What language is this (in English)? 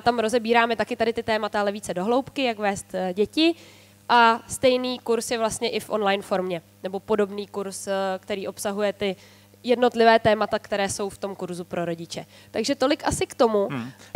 Czech